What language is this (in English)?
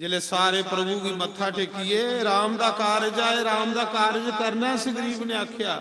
Dogri